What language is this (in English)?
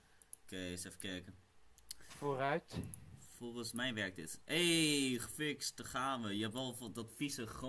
Dutch